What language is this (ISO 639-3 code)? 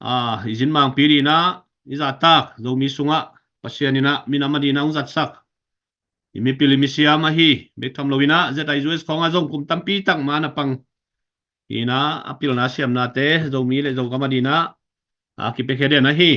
ctd